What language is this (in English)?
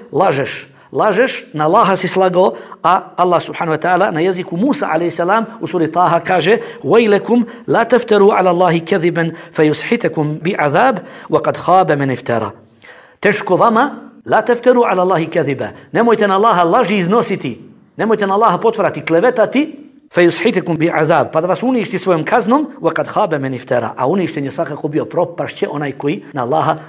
Bosnian